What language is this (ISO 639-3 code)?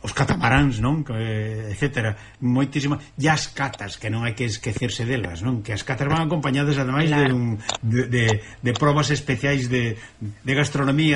glg